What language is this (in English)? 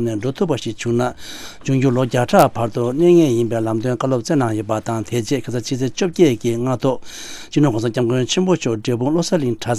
Tibetan